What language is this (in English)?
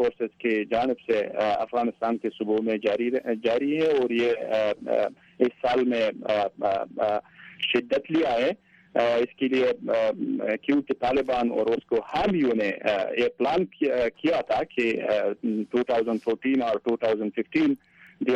Urdu